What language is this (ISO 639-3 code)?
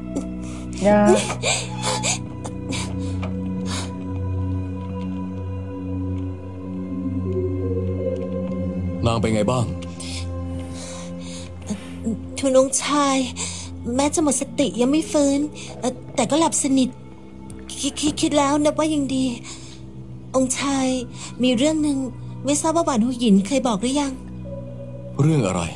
tha